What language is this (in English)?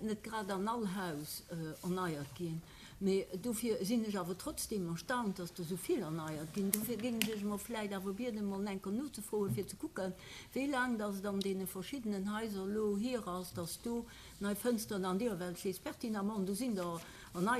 Luxembourgish